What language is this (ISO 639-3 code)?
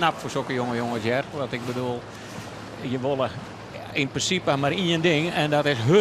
fry